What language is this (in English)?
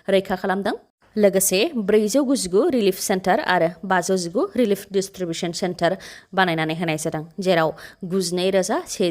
Bodo